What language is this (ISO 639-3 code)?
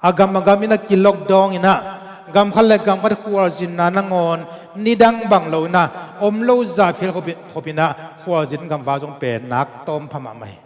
ctd